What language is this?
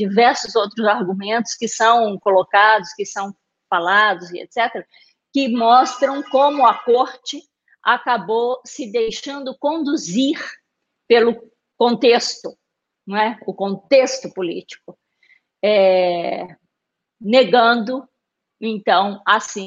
Portuguese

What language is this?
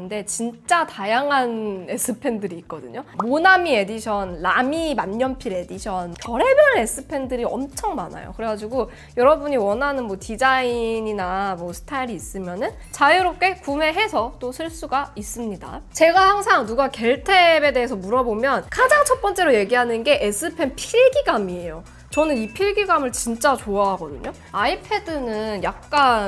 Korean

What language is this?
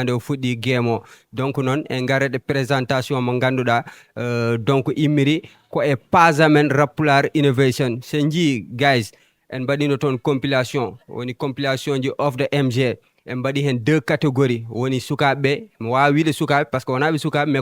Fula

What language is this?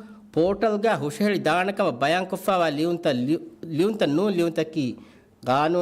Divehi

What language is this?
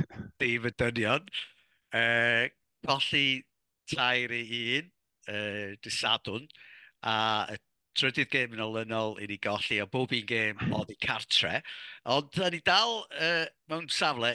Welsh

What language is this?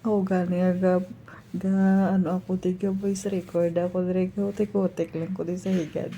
Hiligaynon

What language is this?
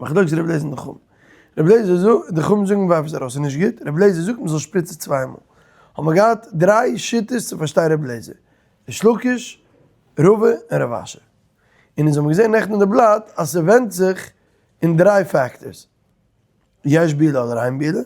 Yiddish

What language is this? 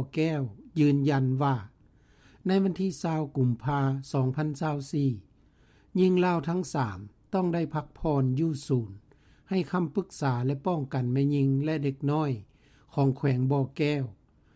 Lao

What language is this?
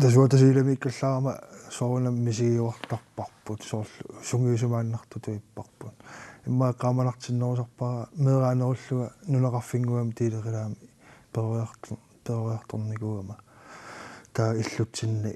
Kalaallisut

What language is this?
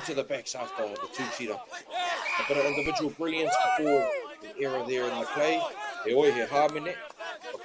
Māori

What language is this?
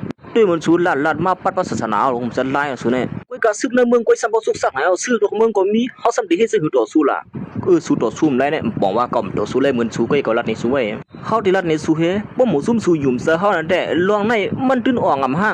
Shan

